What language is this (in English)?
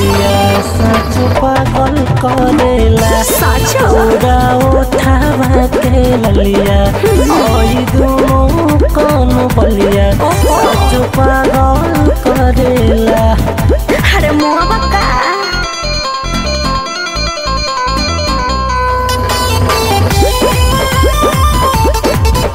Bhojpuri